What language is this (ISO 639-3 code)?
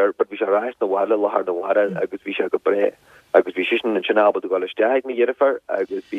gle